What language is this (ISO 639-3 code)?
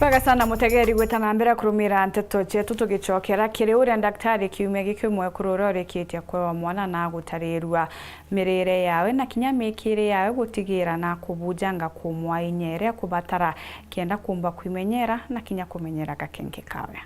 mer